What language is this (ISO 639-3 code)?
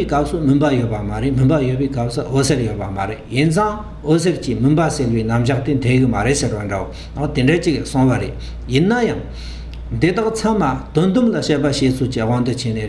bod